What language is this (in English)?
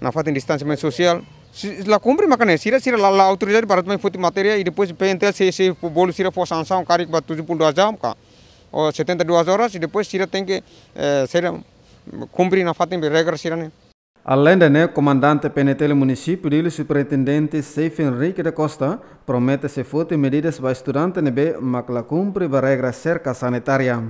Tetum